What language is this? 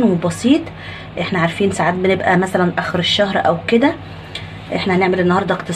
Egyptian Arabic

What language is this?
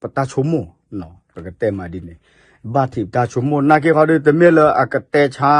S'gaw Karen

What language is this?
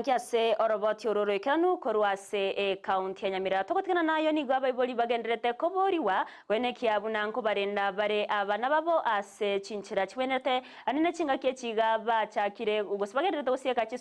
Gusii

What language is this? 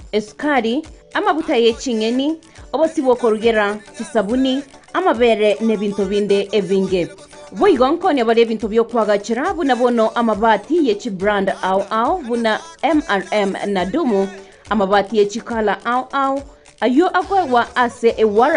Gusii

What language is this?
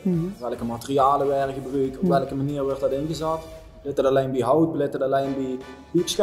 Limburgish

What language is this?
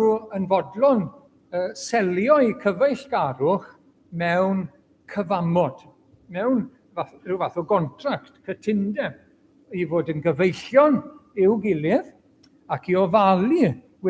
Welsh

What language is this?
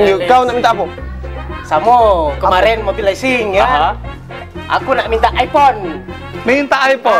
Musi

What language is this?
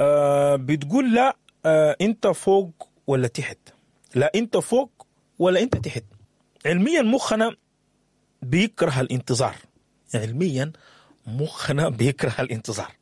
Sudanese Arabic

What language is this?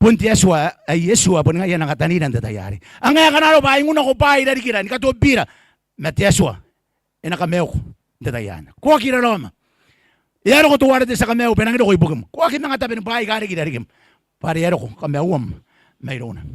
Gilbertese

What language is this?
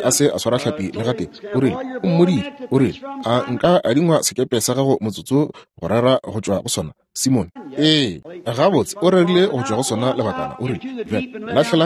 Northern Sotho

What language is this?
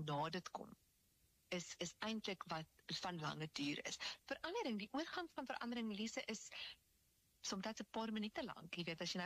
Afrikaans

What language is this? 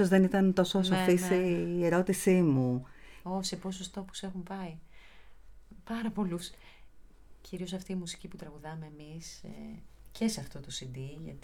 Greek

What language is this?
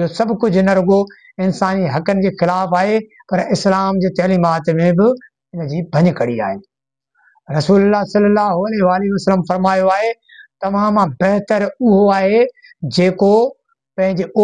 Sindhi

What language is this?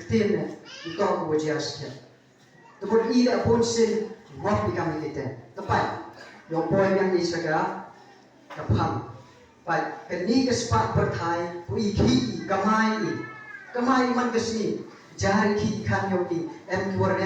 Khasi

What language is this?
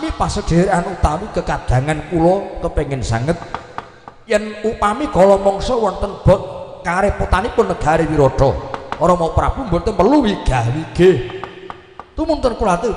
Javanese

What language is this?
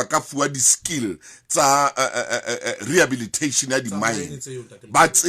Southern Sotho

